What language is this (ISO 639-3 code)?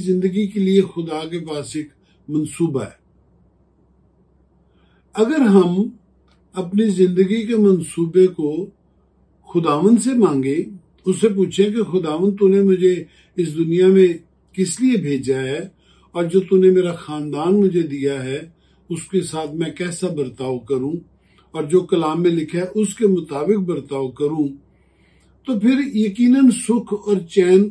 hin